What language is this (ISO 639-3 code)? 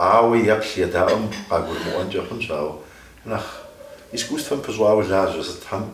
kbd